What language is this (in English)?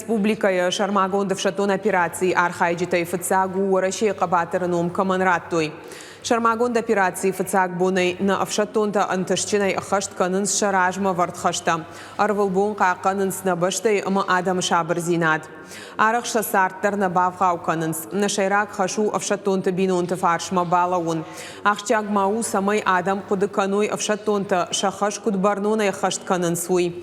Ossetic